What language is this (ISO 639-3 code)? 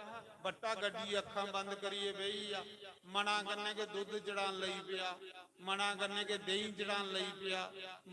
doi